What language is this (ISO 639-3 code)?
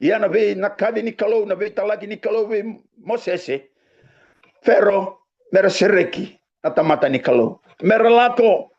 fij